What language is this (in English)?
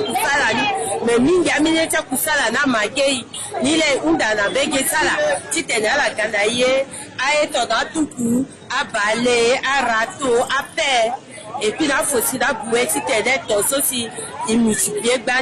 Sango